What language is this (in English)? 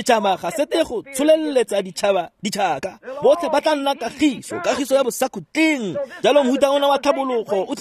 Tswana